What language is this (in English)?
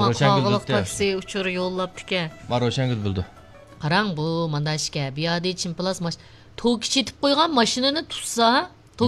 Uyghur